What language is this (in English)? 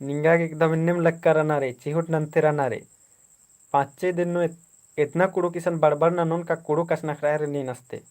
Kurukh